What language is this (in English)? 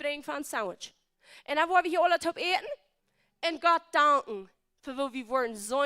Plautdietsch